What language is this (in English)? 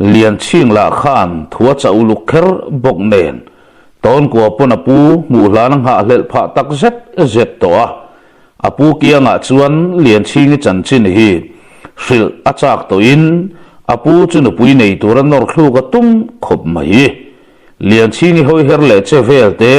Mizo